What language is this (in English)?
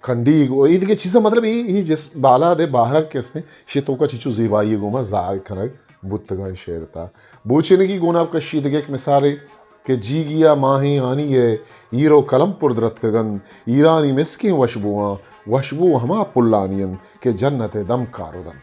Eastern Balochi